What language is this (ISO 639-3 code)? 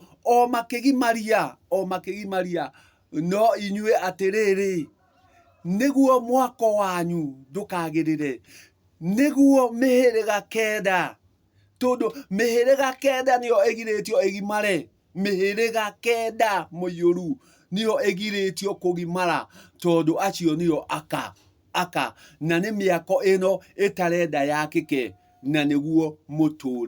kik